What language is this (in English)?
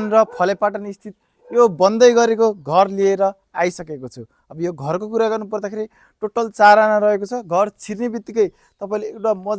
Nepali